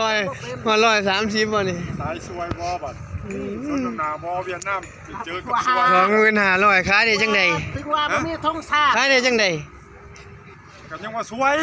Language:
Northeastern Thai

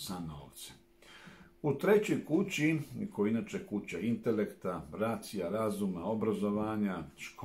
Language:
Serbian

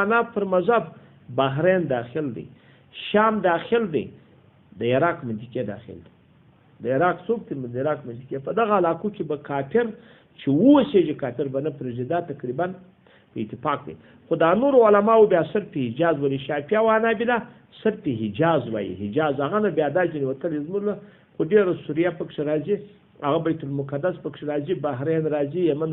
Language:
Pashto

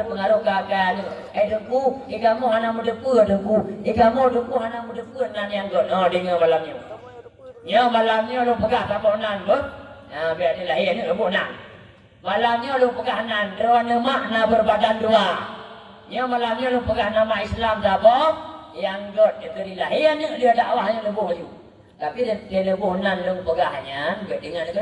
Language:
Achinese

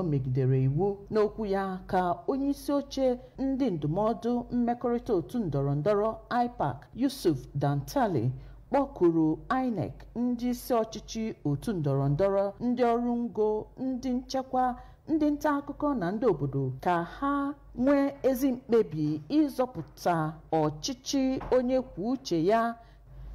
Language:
Igbo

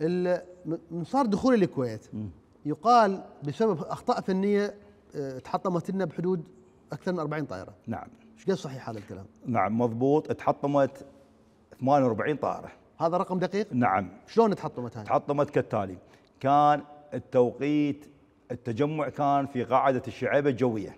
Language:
Mesopotamian Arabic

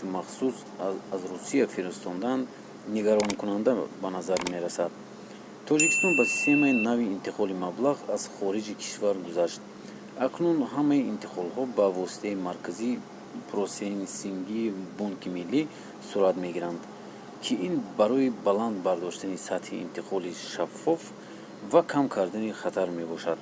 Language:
Tajik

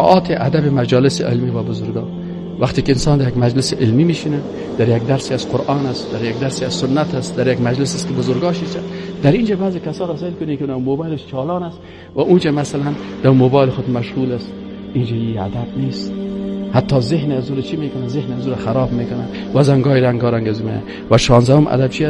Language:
Persian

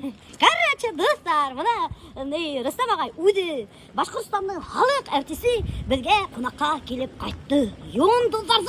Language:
Bashkir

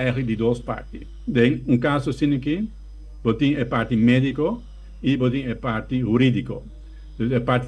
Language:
Papiamento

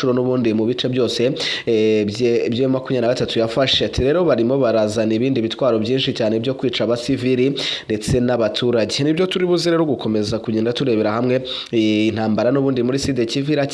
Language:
Kinyarwanda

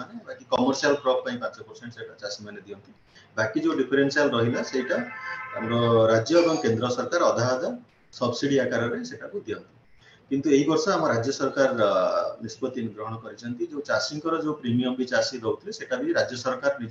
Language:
Odia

